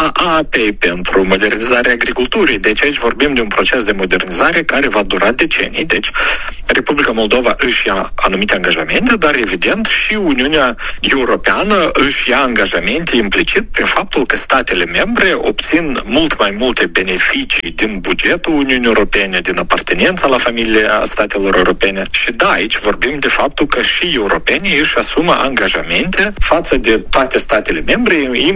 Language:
Romanian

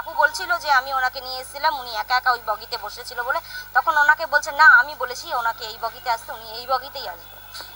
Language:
Bangla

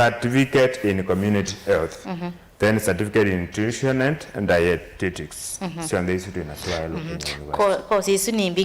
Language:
Kamba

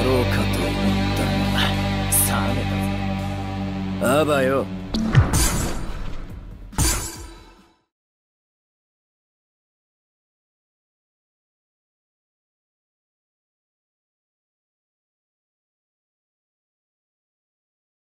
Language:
Japanese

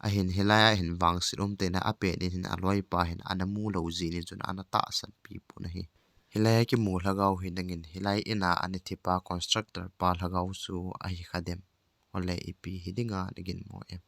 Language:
Thado Chin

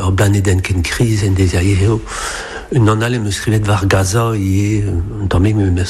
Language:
Breton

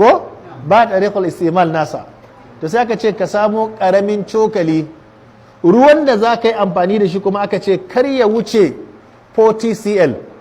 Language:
Hausa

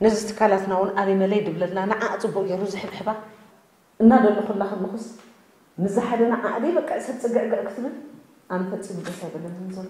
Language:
Tigrinya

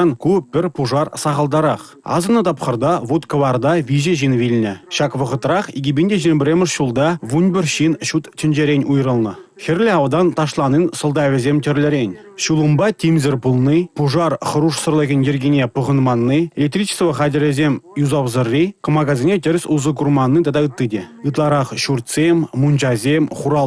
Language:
Chuvash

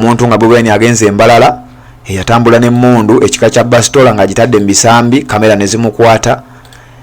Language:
Ganda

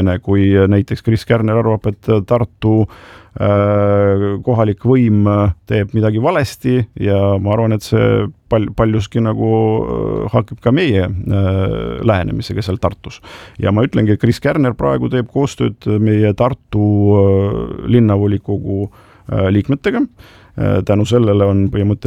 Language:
Estonian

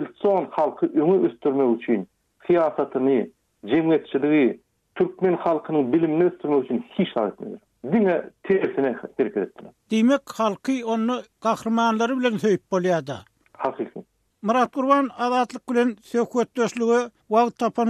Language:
Turkmen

